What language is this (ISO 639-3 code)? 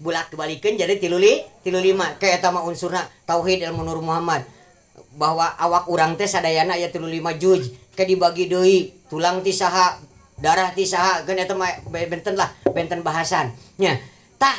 sun